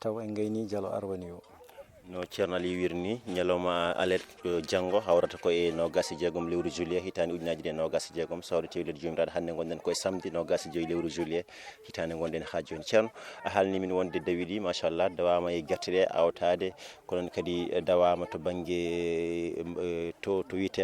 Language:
Fula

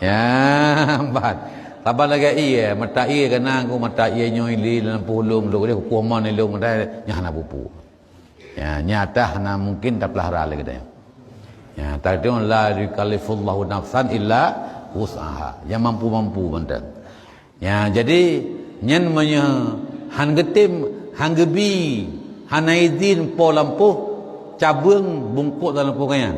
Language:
Achinese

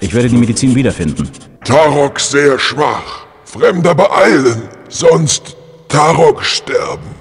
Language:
Bavarian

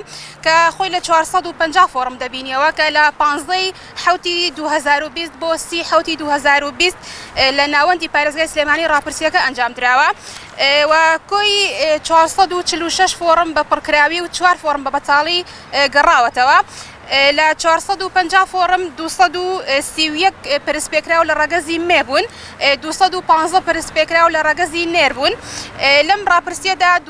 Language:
Central Kurdish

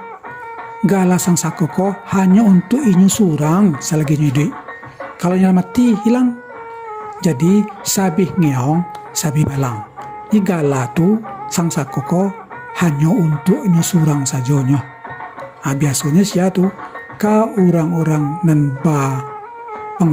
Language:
Minangkabau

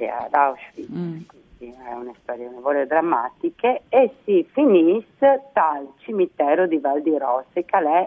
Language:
Friulian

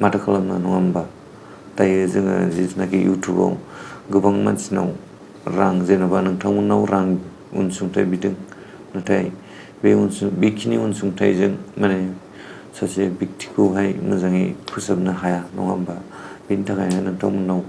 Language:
Bodo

